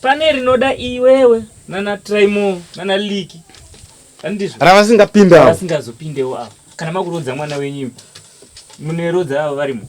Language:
Shona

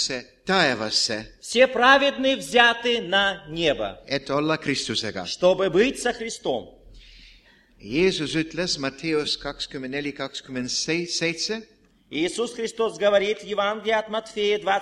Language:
Estonian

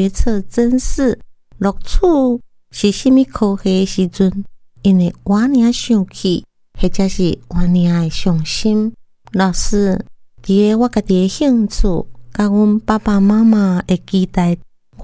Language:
Min Nan Chinese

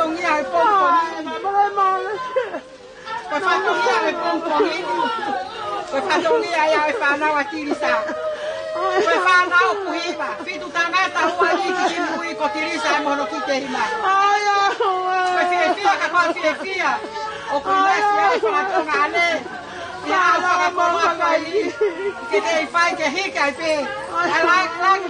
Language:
Tongan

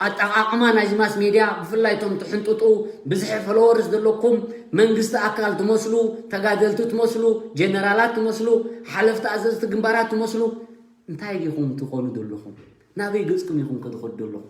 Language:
Tigrinya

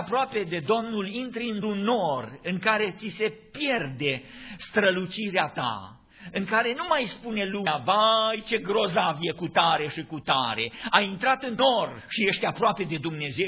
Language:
Romanian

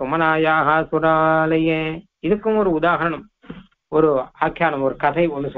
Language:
Tamil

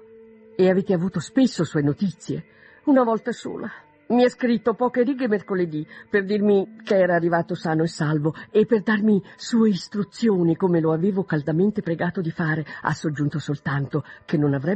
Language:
Italian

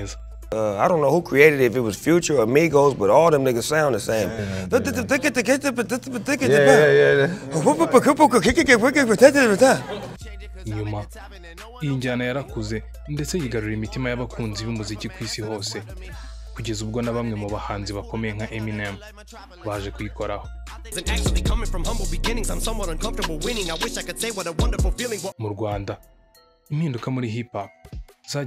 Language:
Kinyarwanda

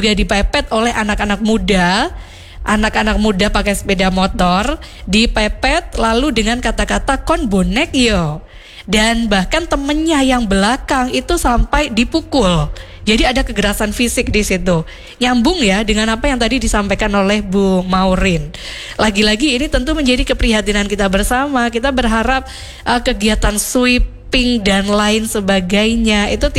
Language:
Indonesian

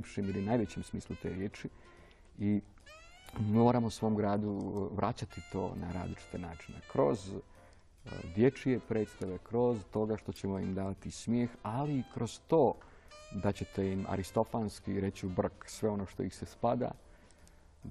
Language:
Serbian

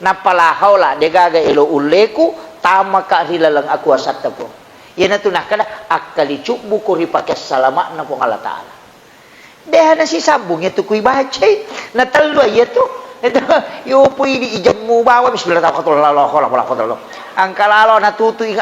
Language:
Buginese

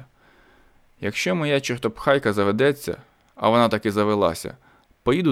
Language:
Ukrainian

